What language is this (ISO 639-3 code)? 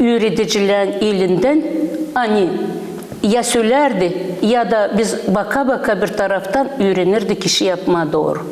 gag